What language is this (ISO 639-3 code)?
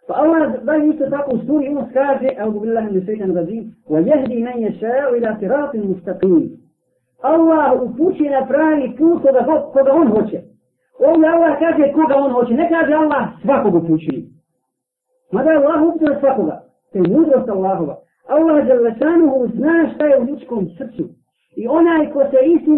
bos